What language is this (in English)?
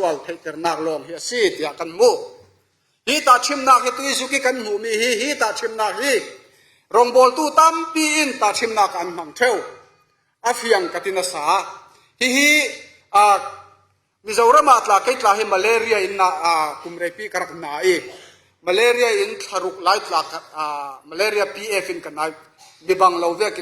Falam Chin